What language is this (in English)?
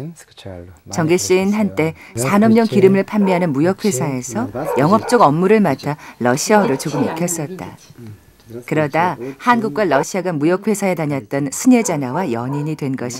Korean